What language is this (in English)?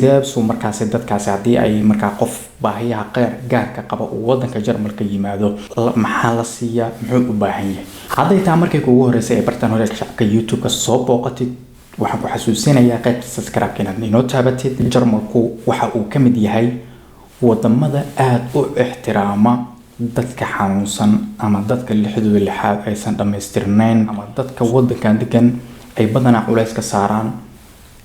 Somali